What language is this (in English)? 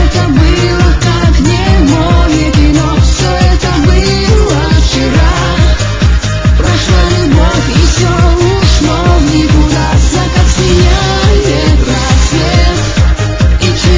Russian